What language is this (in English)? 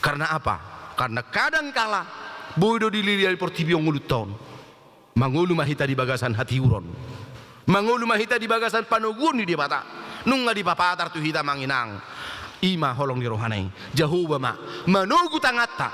Batak Toba